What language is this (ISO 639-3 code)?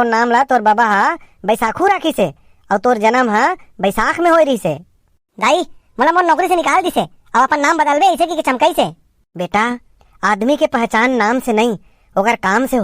hne